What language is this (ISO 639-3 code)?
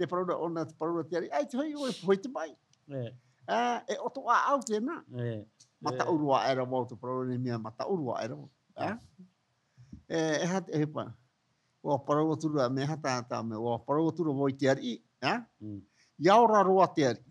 tah